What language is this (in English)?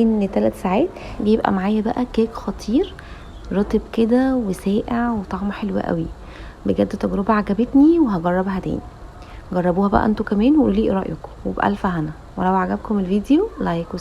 Egyptian Arabic